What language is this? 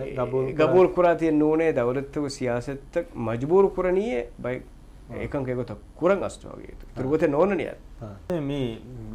Divehi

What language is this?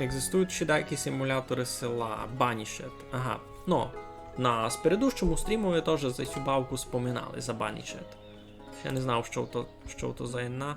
Rusyn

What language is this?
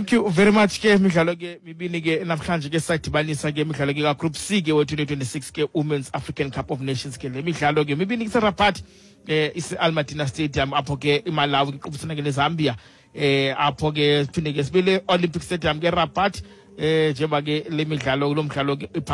Xhosa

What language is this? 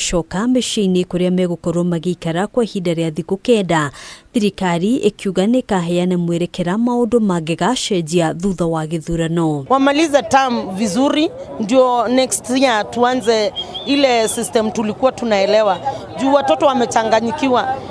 Kikuyu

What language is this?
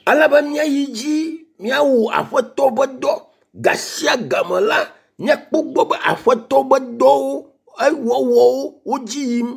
Ewe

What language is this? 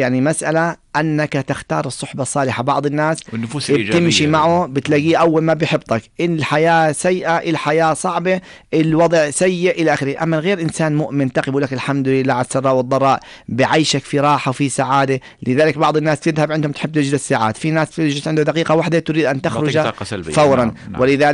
North Levantine Arabic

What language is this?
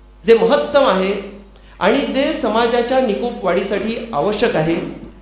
Marathi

